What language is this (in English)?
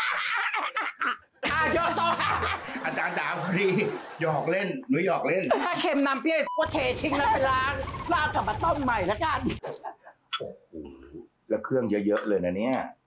Thai